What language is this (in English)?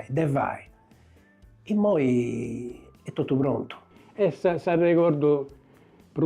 Sardinian